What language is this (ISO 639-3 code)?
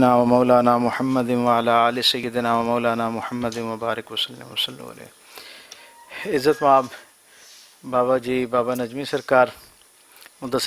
lah